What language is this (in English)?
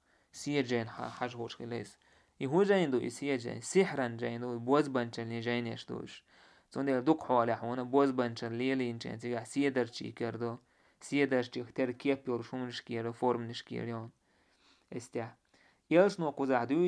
Chechen